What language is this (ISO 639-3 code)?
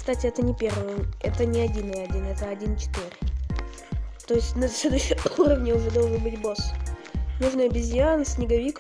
rus